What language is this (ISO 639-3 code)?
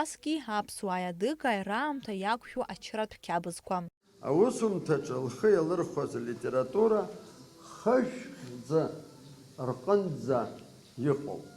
abk